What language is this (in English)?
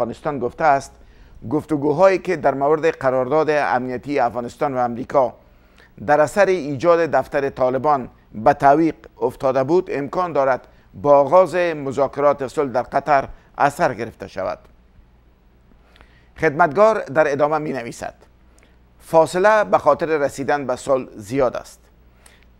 Persian